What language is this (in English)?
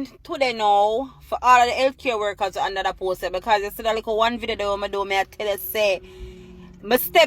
Jamaican Creole English